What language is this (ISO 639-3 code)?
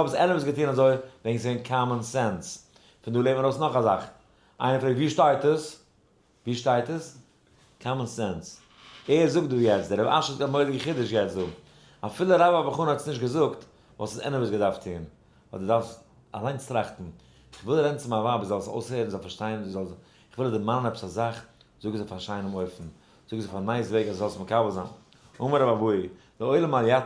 yid